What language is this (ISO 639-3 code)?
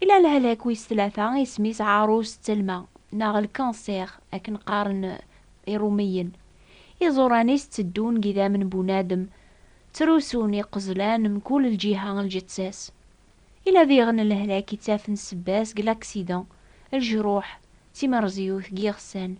kab